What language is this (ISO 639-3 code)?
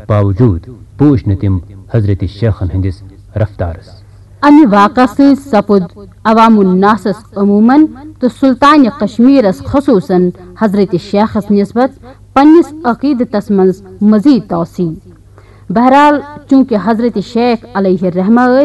kas